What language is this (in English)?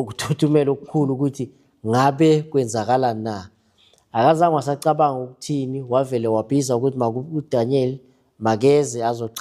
Zulu